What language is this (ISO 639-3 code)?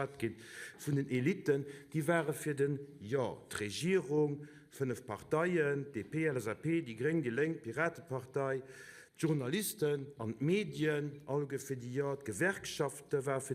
ltz